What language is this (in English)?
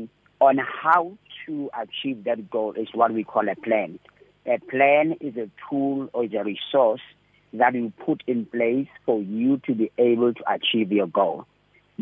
English